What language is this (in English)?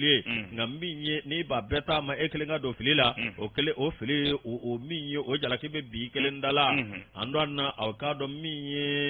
Bambara